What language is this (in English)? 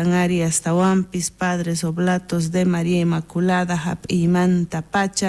South Bolivian Quechua